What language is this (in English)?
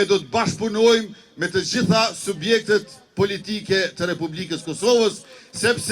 Albanian